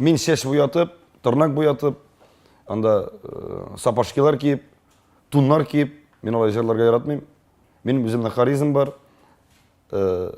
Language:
Tatar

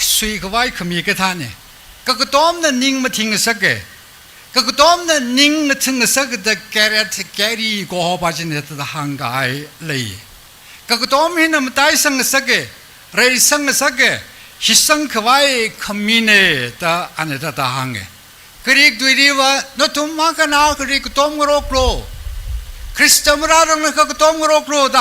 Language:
Tangkhul Naga (India)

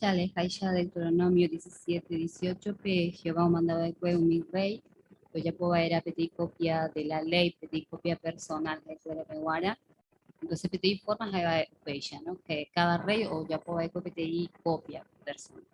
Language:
Guarani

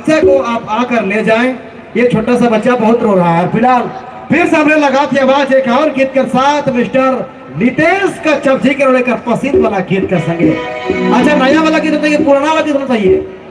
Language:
Sadri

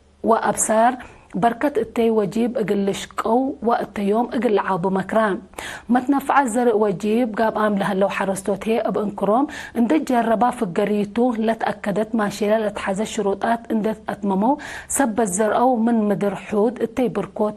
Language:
Tigre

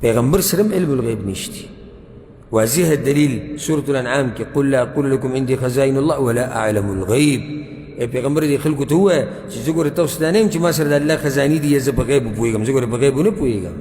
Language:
Pashto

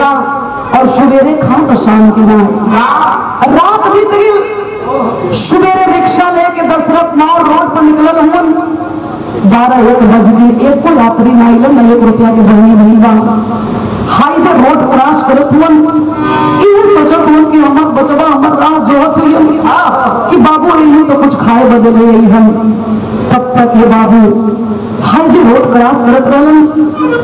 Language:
Bhojpuri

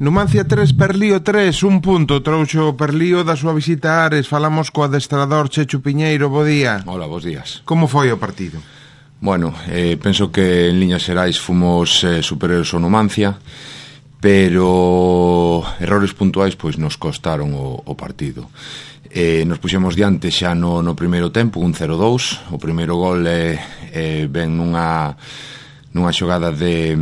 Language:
Galician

